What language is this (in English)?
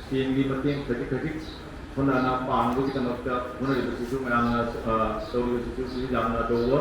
Manipuri